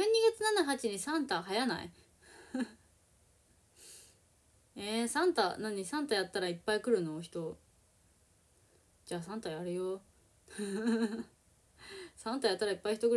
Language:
Japanese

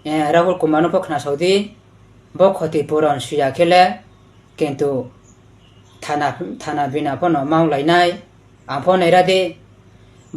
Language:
Riang (India)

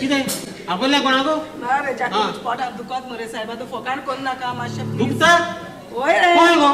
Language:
Konkani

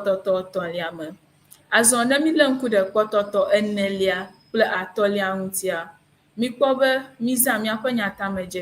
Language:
Ewe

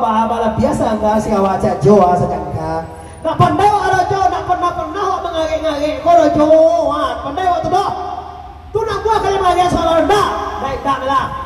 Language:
Minangkabau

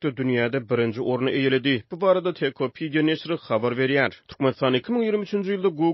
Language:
Turkmen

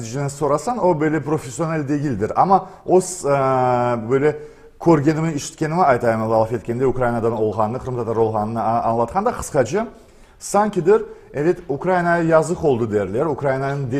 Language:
Crimean Tatar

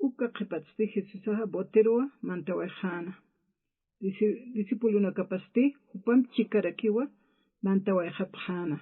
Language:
Aymara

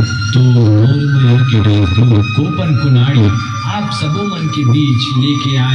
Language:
Chhattisgarhi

